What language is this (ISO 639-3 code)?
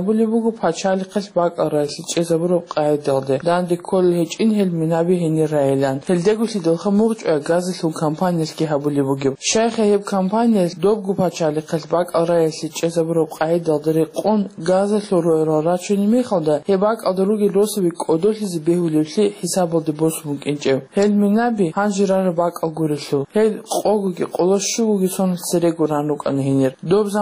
ava